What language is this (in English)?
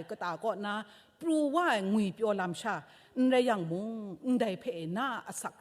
Kachin